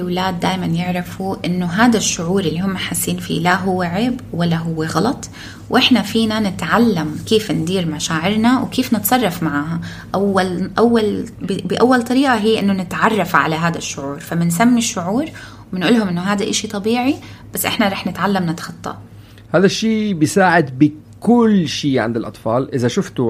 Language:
North Levantine Arabic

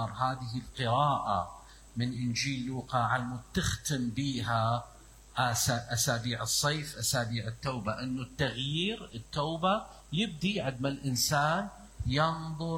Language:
Mesopotamian Arabic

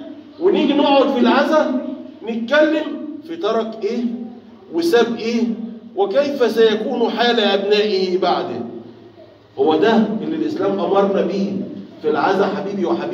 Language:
Egyptian Arabic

